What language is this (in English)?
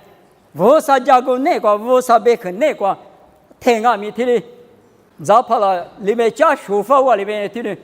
Lisu